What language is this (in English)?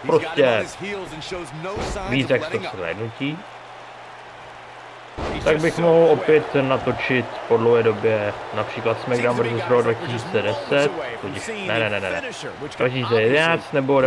Czech